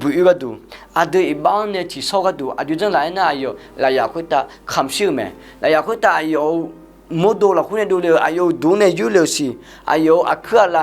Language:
Akha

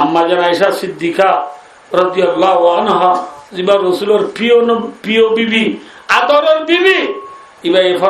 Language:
Rohingya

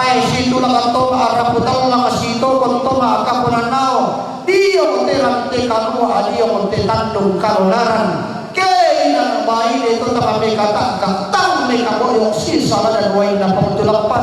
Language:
Toraja-Sa'dan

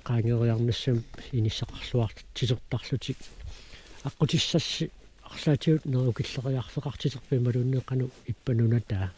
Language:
Kalaallisut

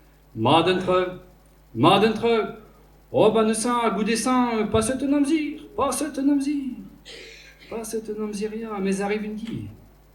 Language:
Breton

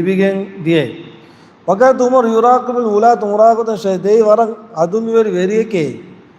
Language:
Divehi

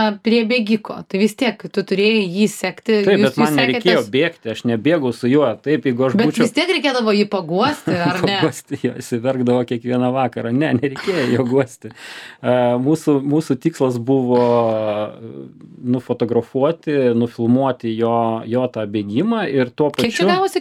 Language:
Lithuanian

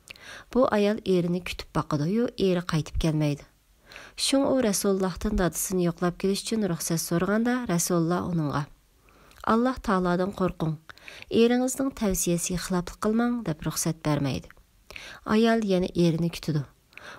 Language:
Uyghur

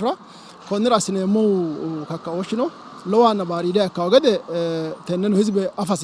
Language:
Sidamo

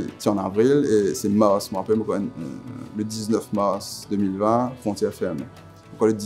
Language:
Morisyen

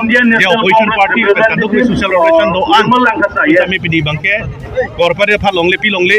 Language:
Karbi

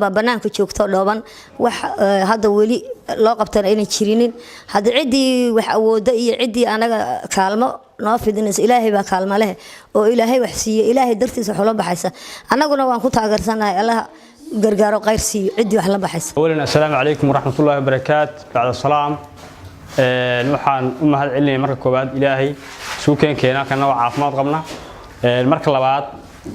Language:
Somali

